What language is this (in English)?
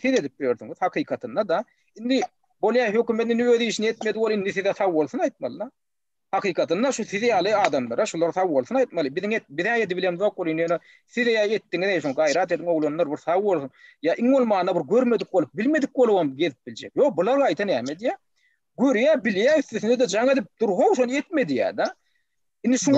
Turkmen